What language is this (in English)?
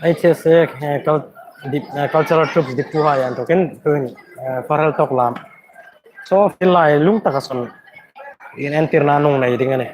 Hmar